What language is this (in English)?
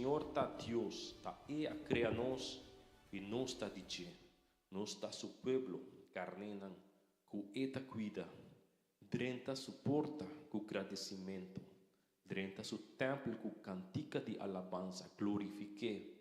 Papiamento